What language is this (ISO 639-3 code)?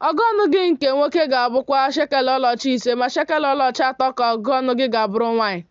ibo